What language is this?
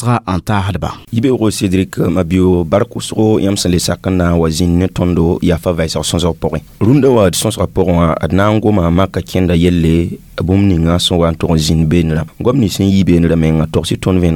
Mossi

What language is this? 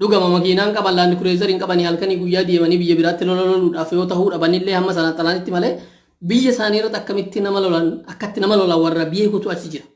Oromo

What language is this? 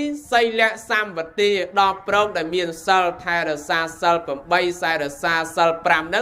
Khmer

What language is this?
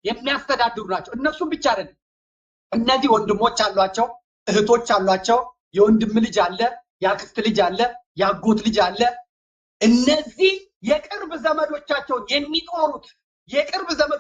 Amharic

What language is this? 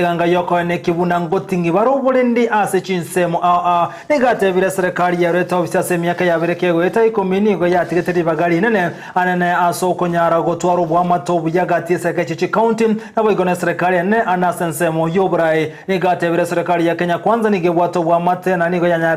Gusii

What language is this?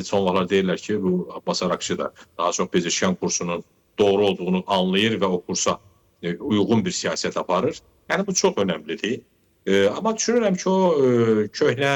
Azerbaijani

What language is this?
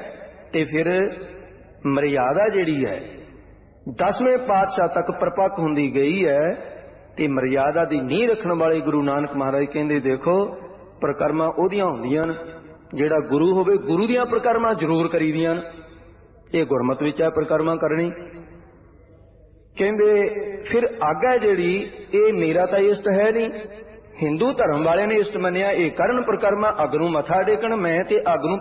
Punjabi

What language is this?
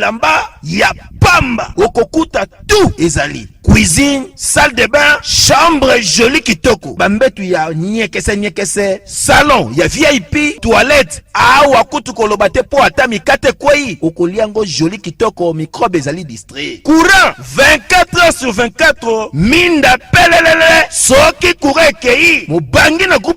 Lingala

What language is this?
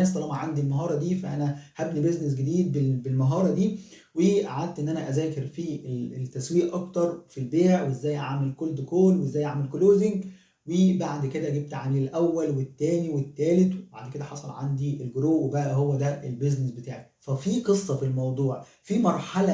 Egyptian Arabic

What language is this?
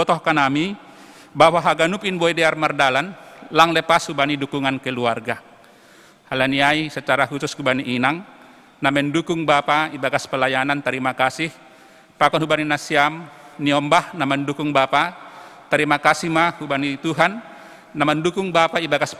Batak Simalungun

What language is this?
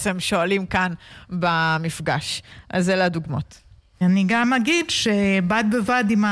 Hebrew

